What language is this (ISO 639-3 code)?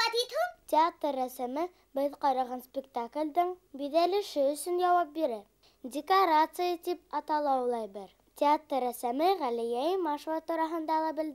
bak